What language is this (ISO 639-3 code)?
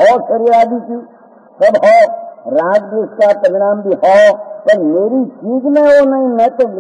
hin